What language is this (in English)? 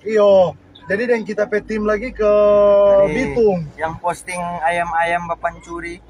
Manado Malay